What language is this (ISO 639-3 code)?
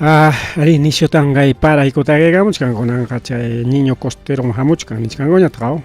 quy